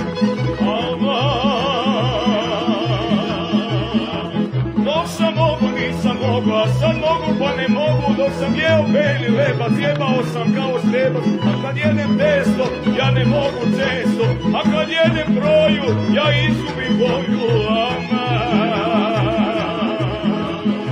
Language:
Serbian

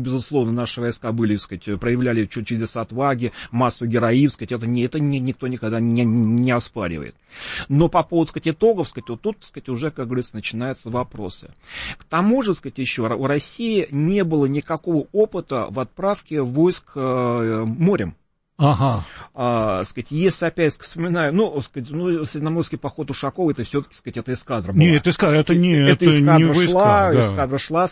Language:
Russian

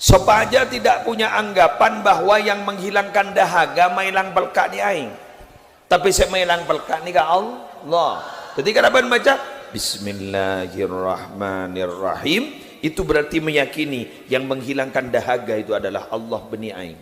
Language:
Madurese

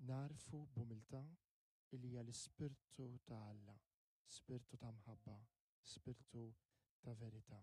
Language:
Maltese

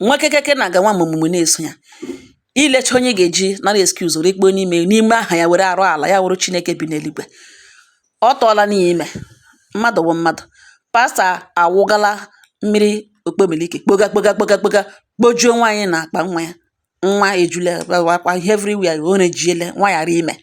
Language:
Igbo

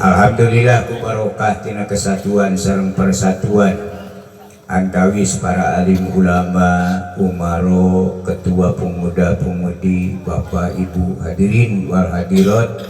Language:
Sundanese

